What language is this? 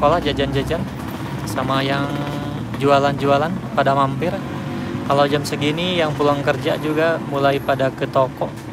Indonesian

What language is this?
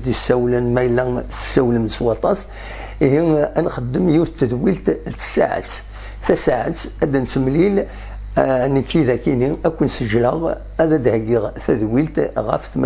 Kabyle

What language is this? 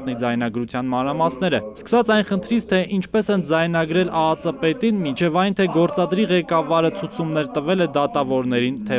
Armenian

